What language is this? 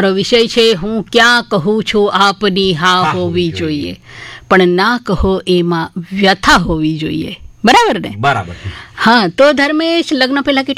Gujarati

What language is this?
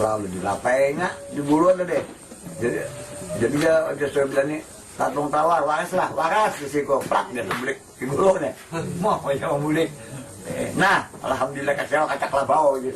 Banjar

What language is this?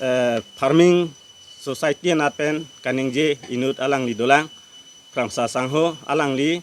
Karbi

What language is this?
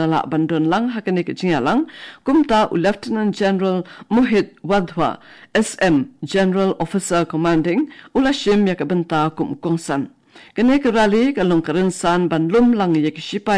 Khasi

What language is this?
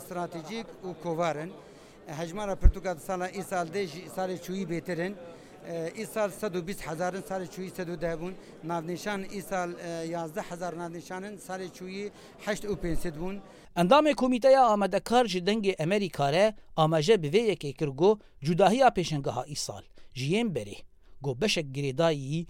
Kurdish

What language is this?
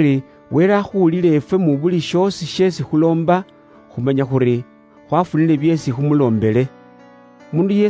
Luyia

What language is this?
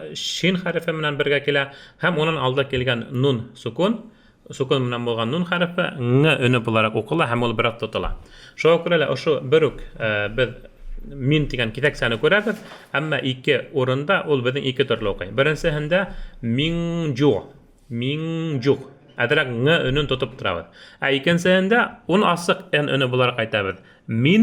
Bashkir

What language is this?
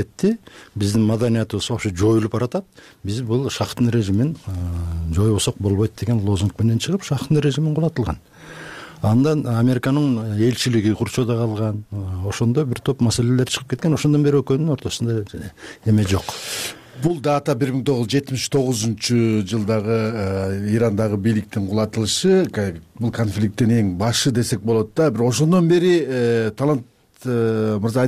Kyrgyz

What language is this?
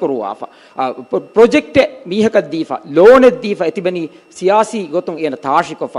Divehi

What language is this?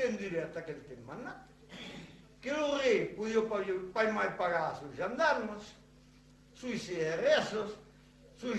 Occitan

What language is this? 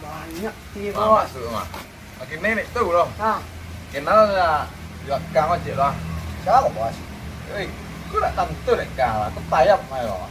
Minangkabau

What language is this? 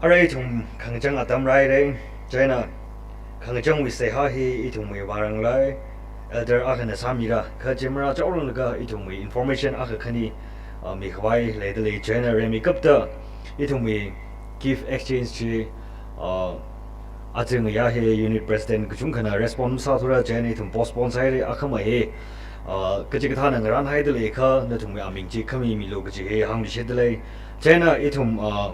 Tangkhul Naga (India)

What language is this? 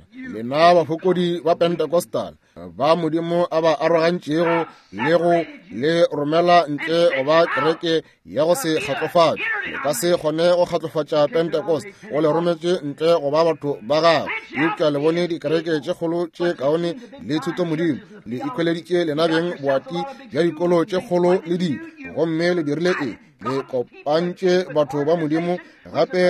Northern Sotho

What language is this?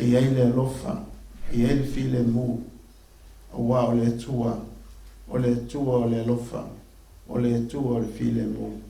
Samoan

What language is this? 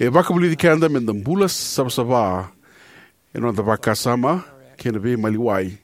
Fijian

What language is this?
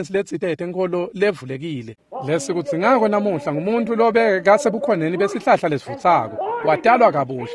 Swati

